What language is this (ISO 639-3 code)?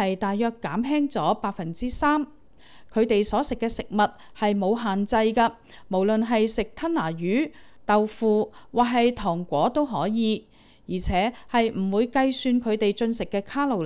yue